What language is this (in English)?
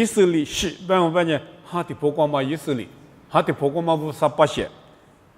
Lisu